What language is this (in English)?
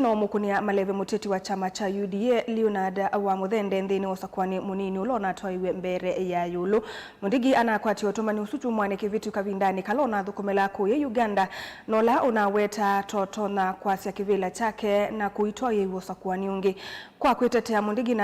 Kamba